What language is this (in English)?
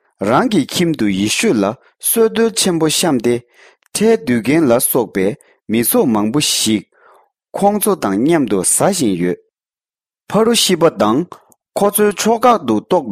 Tibetan